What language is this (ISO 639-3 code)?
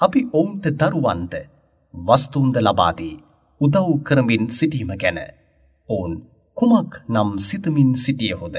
sin